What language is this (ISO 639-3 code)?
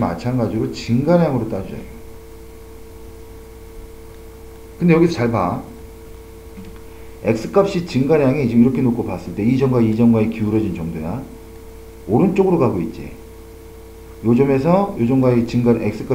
kor